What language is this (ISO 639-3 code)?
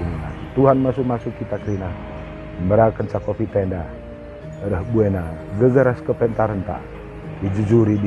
btx